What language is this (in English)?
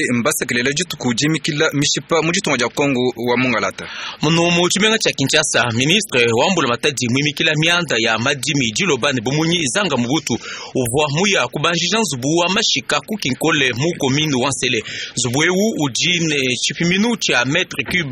Luba-Lulua